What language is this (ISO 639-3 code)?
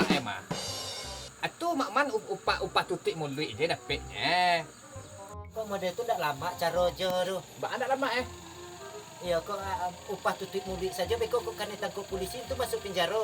min